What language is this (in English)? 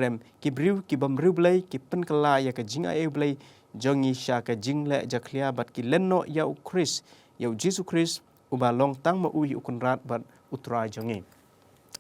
Khasi